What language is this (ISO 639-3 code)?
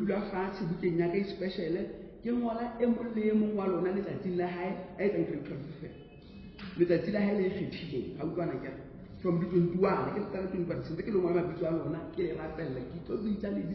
sot